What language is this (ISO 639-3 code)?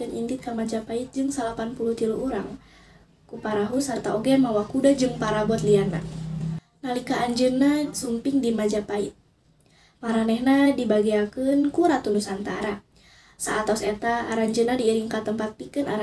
sun